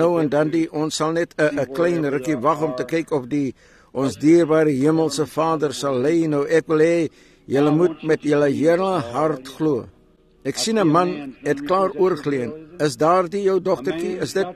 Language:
Afrikaans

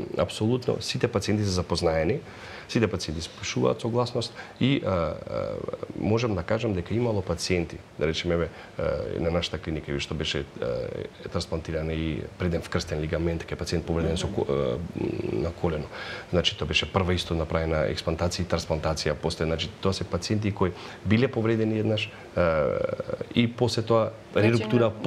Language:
Macedonian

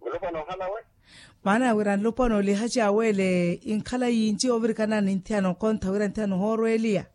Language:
Makhuwa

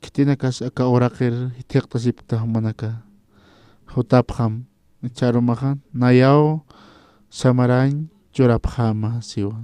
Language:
Aymara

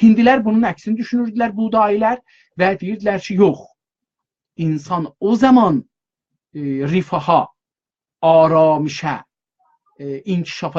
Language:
South Azerbaijani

